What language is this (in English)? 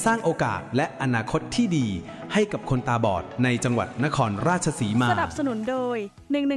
Thai